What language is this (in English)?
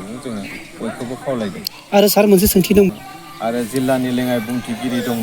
Bodo